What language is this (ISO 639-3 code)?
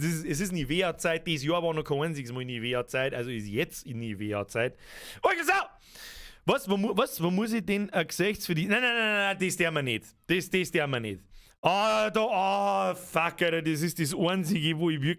bar